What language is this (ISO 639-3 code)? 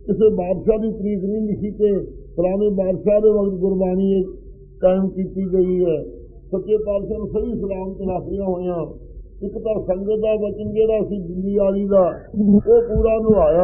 pan